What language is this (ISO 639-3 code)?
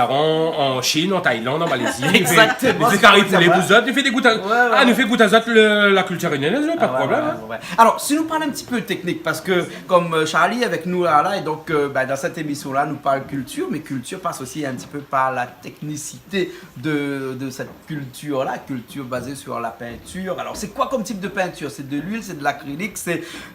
rcf